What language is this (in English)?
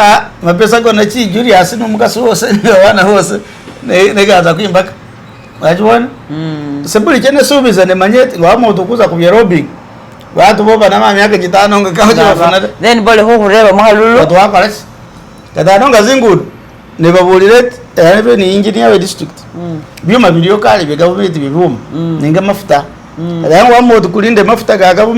Masaaba